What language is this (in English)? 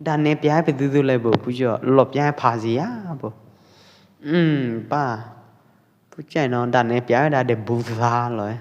Pwo Eastern Karen